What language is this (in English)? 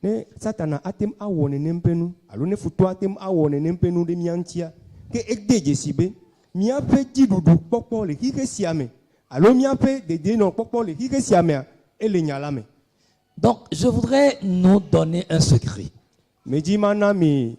Ewe